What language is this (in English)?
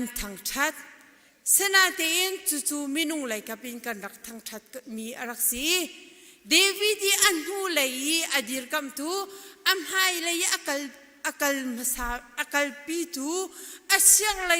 Hakha Chin